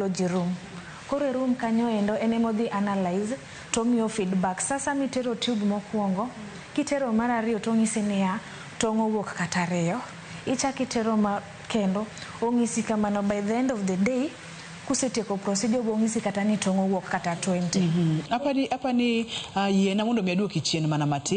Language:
Luo (Kenya and Tanzania)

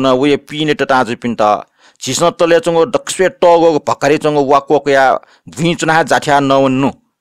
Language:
Newari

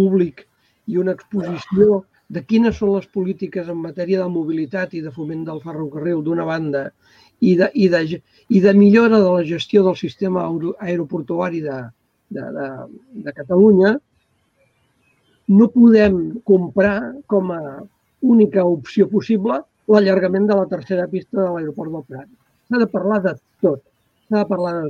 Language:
Catalan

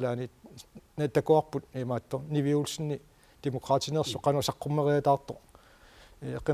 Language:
Kalaallisut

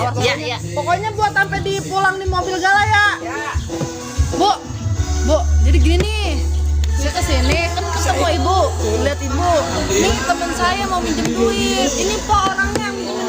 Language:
Betawi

